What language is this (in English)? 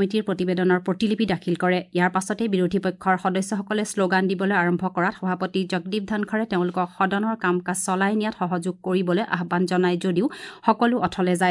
Assamese